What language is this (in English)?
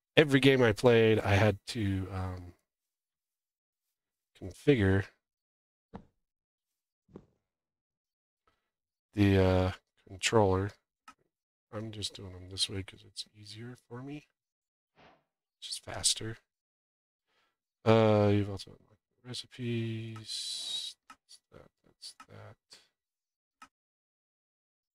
English